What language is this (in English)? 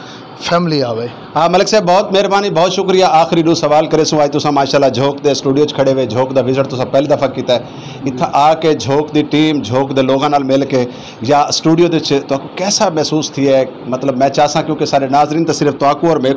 Saraiki